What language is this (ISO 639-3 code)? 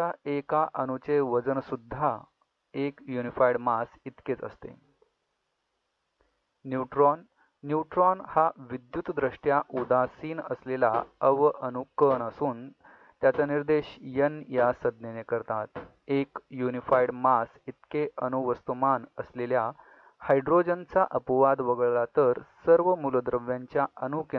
mar